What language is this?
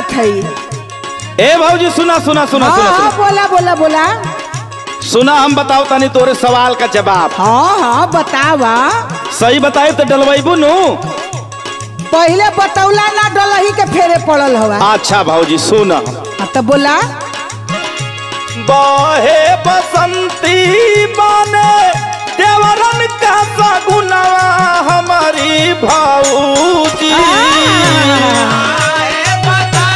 Bhojpuri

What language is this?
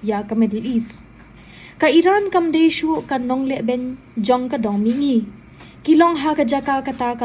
Khasi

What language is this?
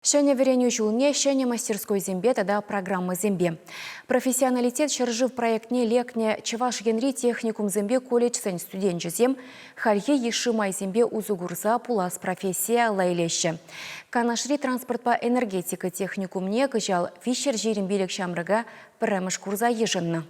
Chuvash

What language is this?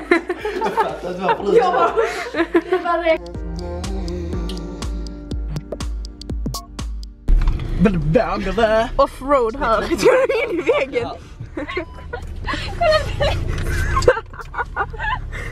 Swedish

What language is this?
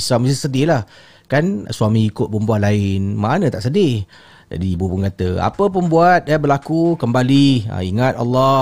Malay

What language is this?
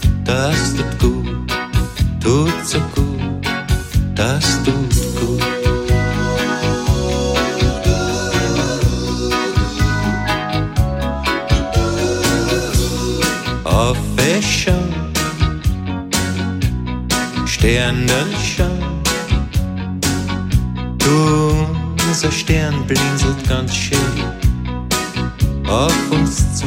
German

